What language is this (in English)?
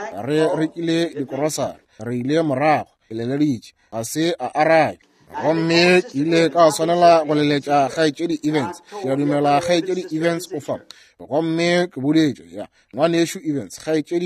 Northern Sotho